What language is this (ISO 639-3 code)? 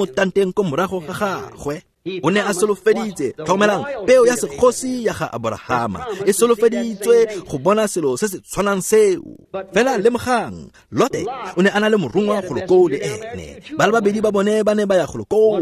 tsn